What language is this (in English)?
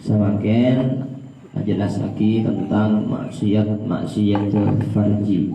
Madurese